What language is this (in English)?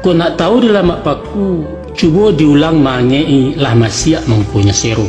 Minangkabau